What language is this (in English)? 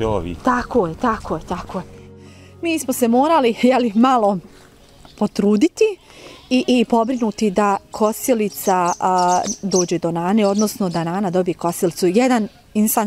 Bosnian